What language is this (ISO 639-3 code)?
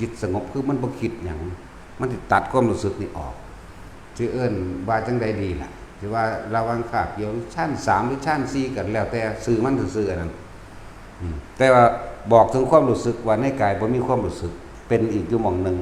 tts